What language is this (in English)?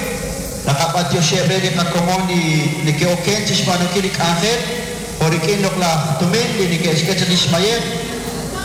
Kekchí